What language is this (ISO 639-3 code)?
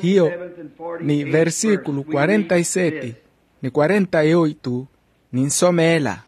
vmw